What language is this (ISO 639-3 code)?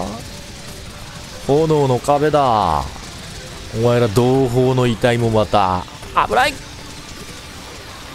jpn